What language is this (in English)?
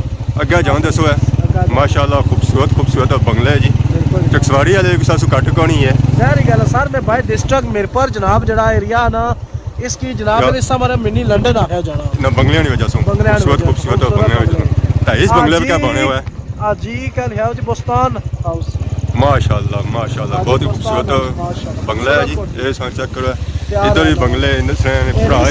Pahari-Potwari